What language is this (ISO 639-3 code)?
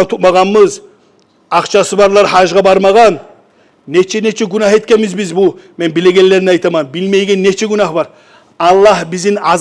kum